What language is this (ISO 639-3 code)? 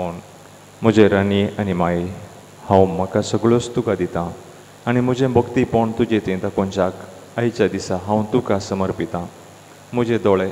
kok